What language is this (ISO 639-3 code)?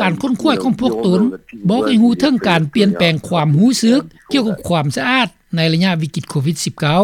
lao